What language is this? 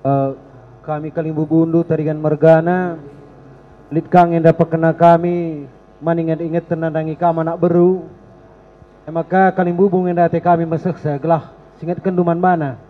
Batak Karo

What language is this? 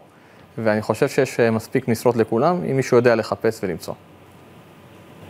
Hebrew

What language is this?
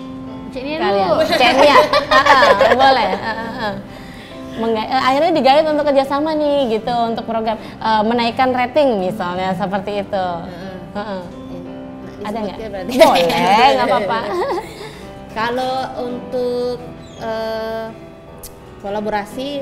Indonesian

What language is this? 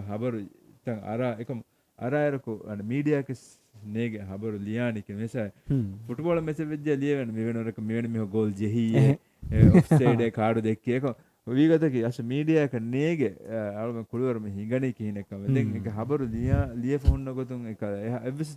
Divehi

